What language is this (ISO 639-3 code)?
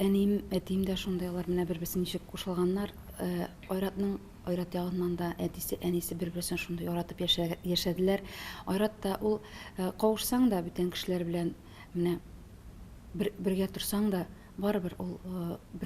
tat